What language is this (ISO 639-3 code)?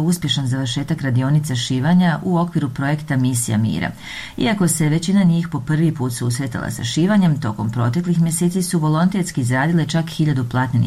bos